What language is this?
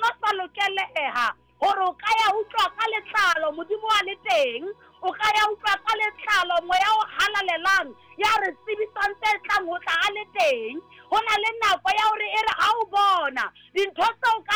Southern Sotho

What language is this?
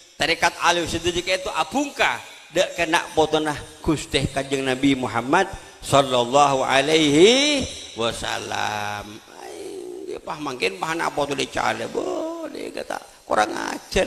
Madurese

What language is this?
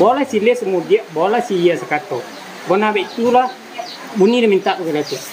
Minangkabau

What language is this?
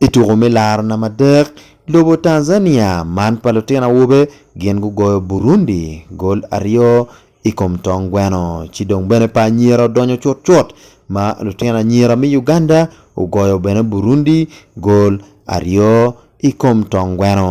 Acoli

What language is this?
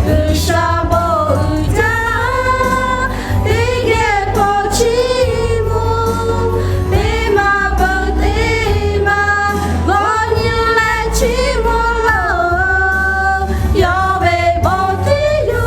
Lahu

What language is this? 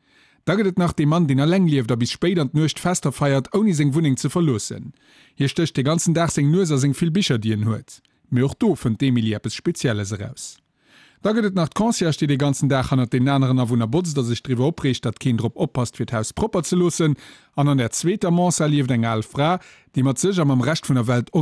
Luxembourgish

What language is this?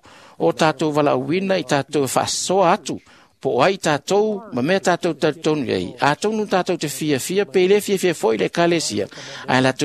Samoan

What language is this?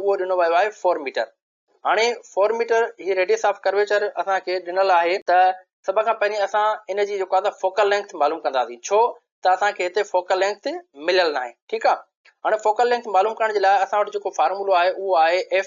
Sindhi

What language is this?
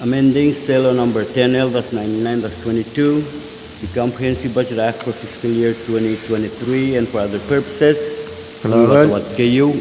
Pohnpeian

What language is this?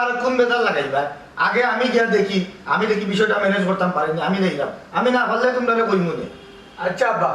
Sylheti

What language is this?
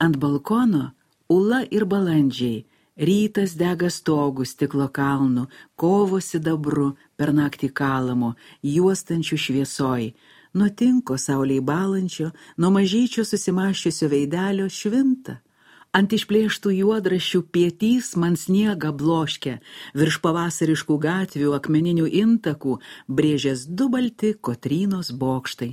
Lithuanian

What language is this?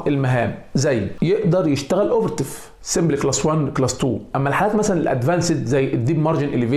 Egyptian Arabic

